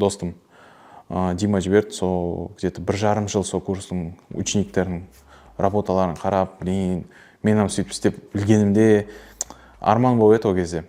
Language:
Kara-Kalpak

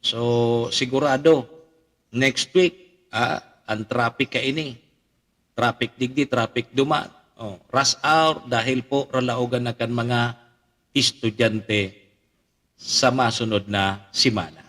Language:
Bikol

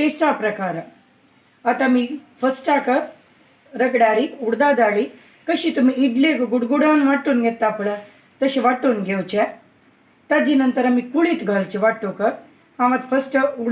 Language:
Konkani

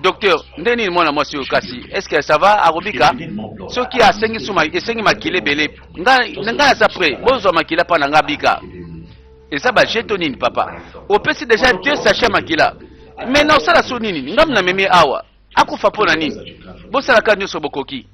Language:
Lingala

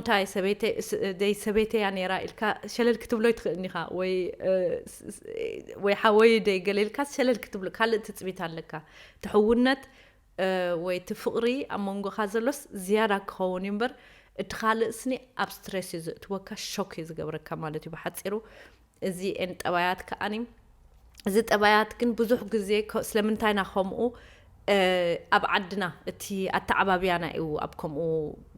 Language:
Tigrinya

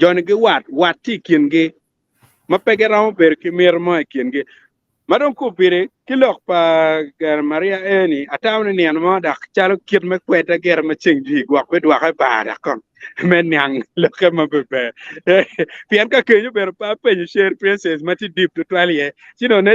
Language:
Acoli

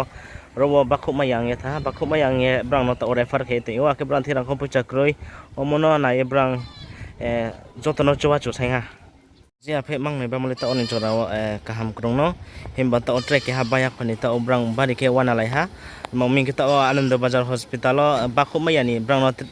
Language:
Riang (India)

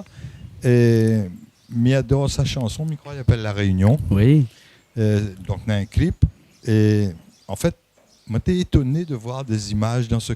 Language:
Réunion Creole French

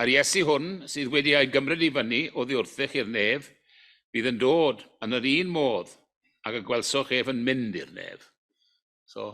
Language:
Welsh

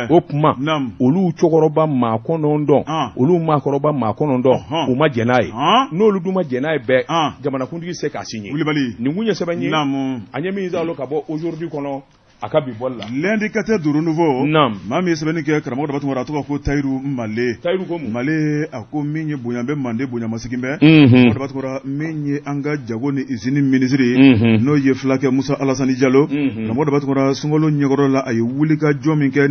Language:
Bambara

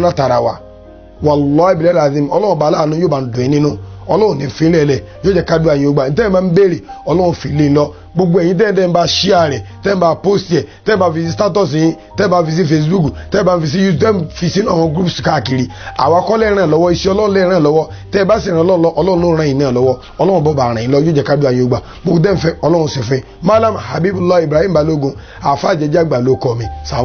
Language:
Yoruba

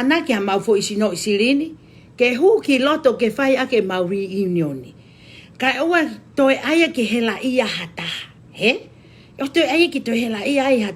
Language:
Tongan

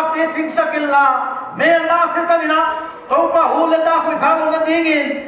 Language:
Paite Chin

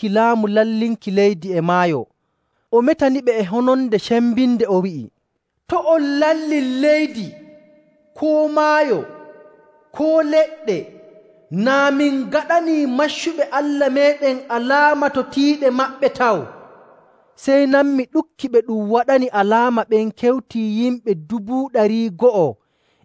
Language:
Nigerian Fulfulde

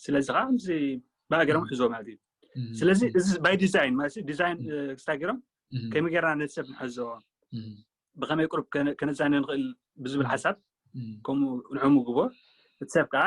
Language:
Tigrinya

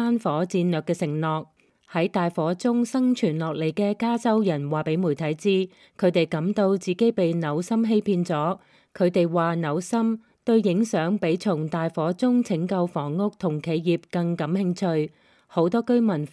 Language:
Cantonese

